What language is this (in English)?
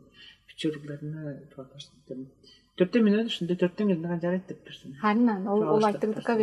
Tuvinian